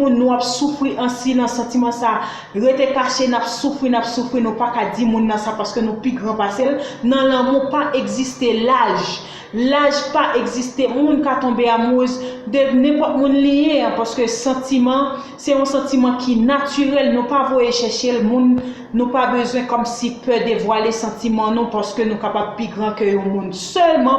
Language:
Haitian Creole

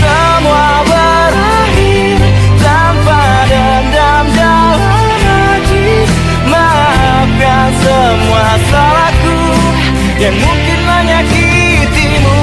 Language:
Makassar Malay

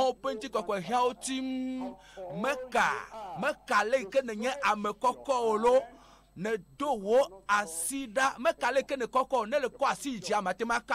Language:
Ewe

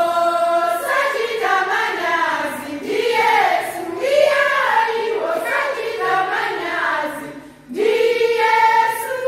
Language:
Nyanja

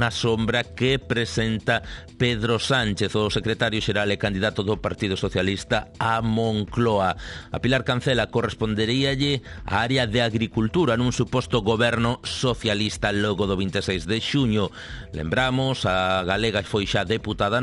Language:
Galician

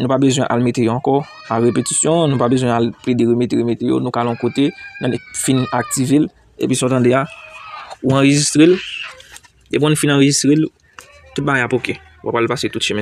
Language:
Haitian Creole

